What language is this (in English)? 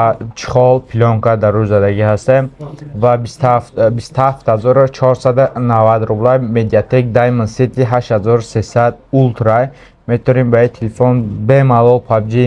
Tajik